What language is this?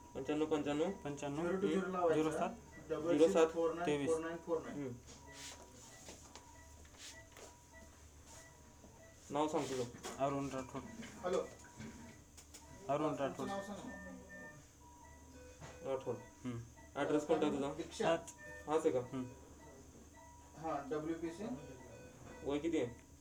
Marathi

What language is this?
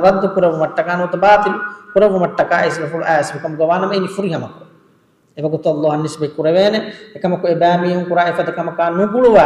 Divehi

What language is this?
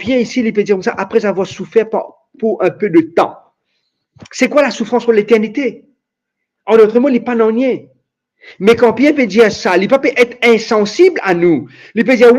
Morisyen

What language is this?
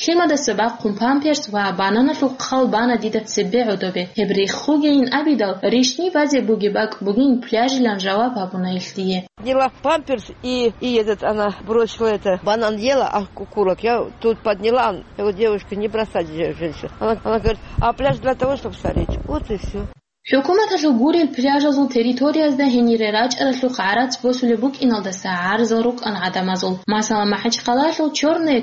Avaric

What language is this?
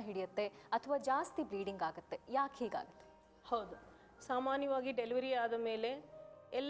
Kannada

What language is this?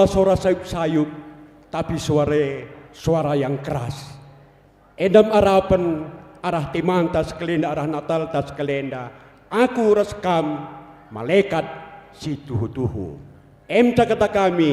Batak Karo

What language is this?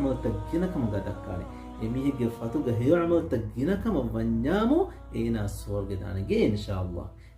Divehi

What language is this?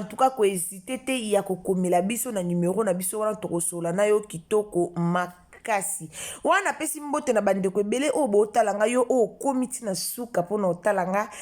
Lingala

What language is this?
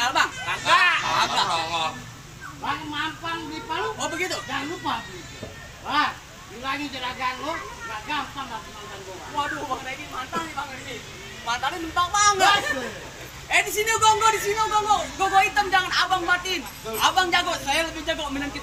Betawi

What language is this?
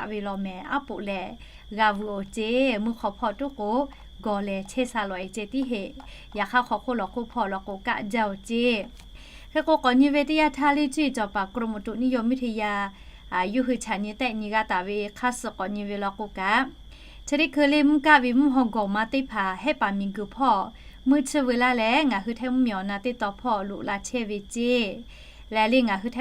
Lahu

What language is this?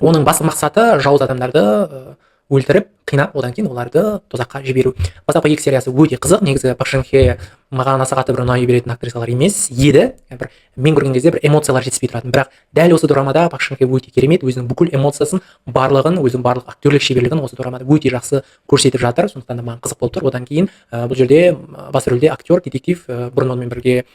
Kazakh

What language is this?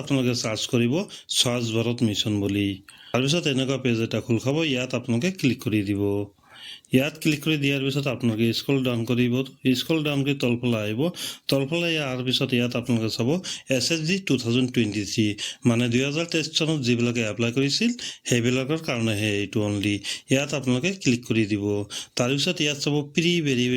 Assamese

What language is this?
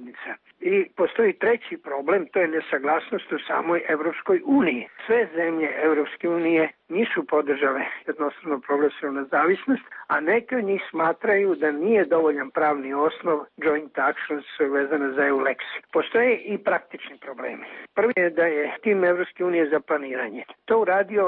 Serbian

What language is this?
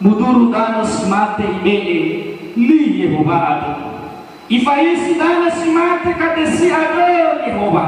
Nias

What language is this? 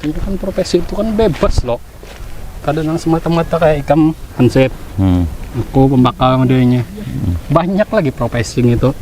Banjar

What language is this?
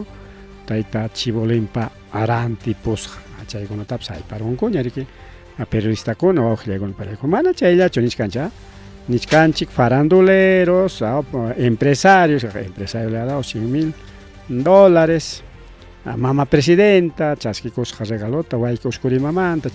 Ayacucho Quechua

